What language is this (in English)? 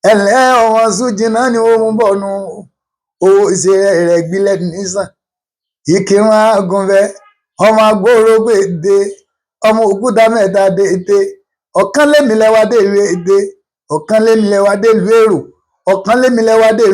Yoruba